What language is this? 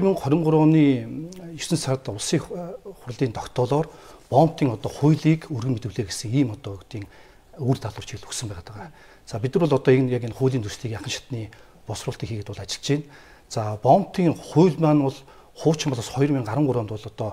Mongolian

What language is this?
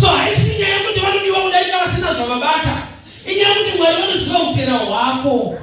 Shona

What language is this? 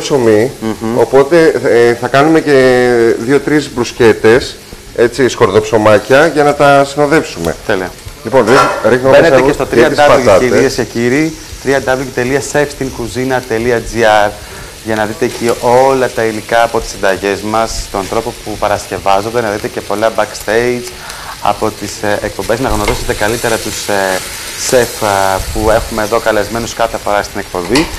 Greek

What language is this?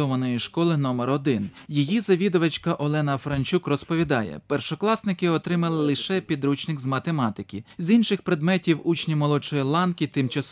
Ukrainian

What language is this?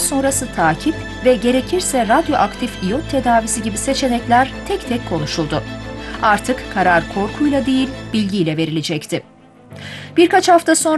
Turkish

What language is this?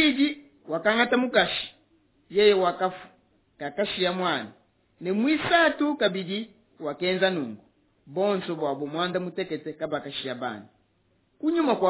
Luba-Lulua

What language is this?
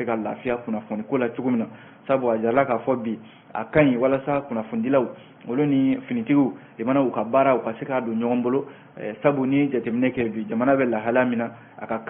Bambara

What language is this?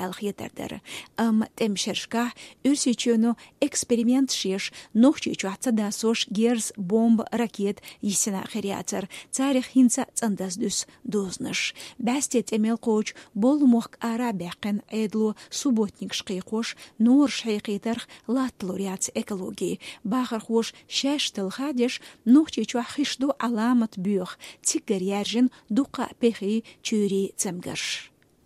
Chechen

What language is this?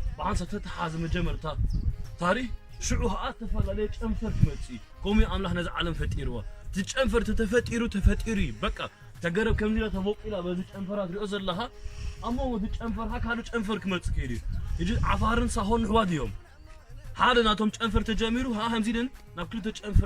Tigrinya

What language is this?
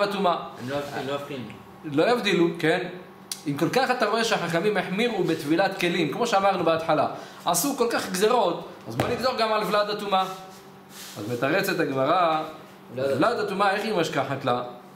Hebrew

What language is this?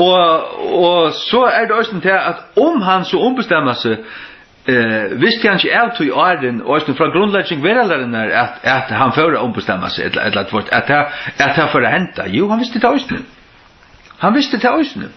Faroese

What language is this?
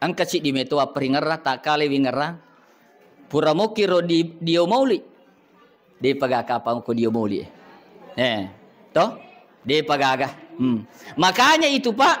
Buginese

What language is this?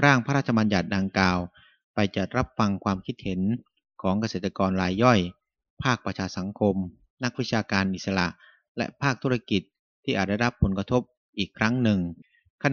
Thai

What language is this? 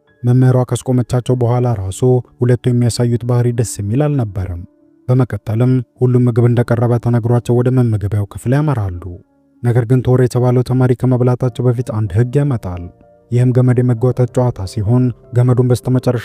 Amharic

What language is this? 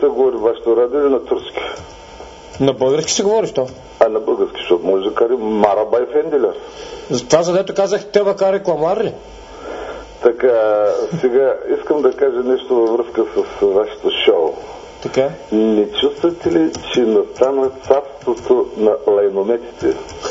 Bulgarian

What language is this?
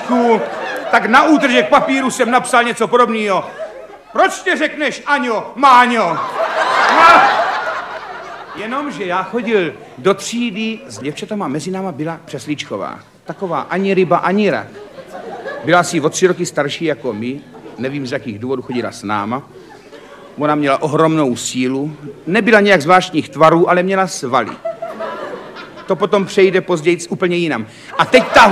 Czech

